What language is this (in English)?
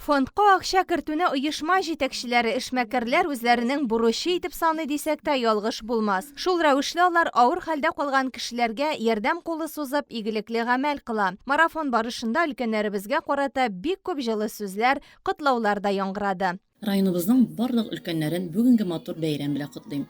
Tatar